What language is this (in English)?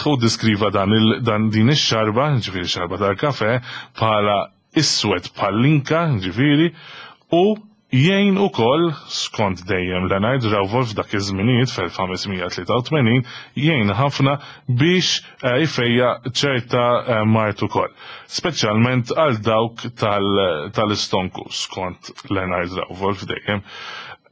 Maltese